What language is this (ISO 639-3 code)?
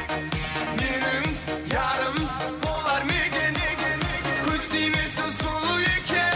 kaa